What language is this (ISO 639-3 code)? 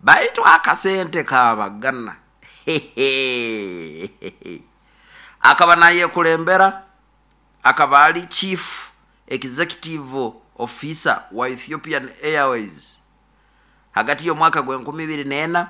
nyo